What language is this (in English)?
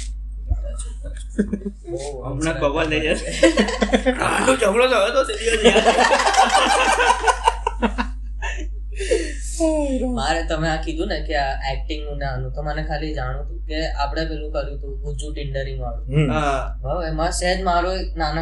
Gujarati